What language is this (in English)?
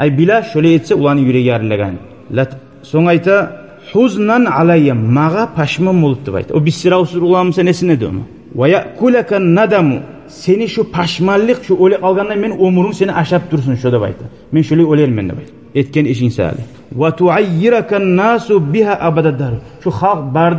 Kumyk